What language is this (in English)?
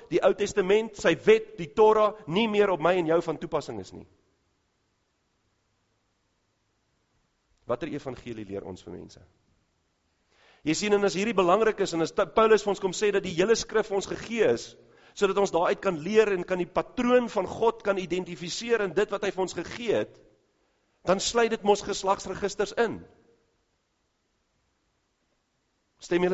Afrikaans